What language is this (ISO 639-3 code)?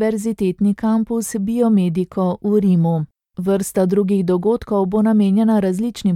slv